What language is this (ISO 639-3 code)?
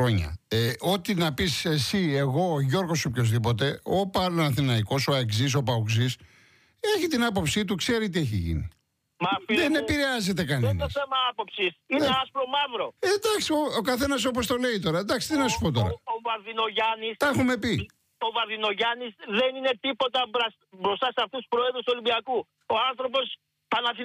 ell